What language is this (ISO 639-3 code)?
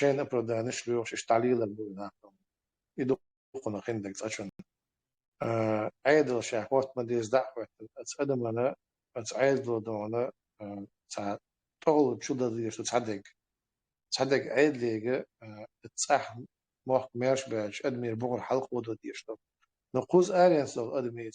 che